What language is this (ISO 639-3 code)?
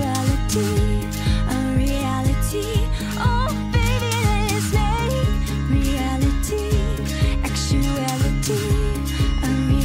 eng